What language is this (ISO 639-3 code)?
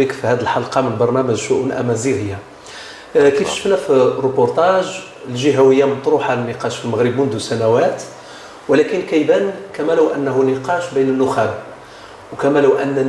ary